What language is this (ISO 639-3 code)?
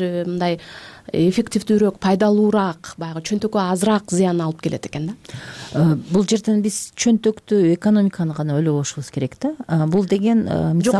kir